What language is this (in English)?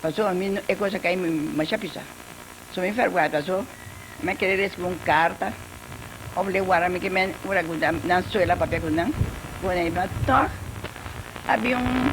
Papiamento